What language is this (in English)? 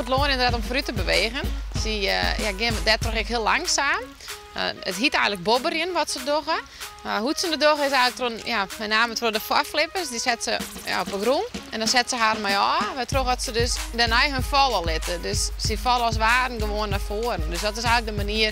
Western Frisian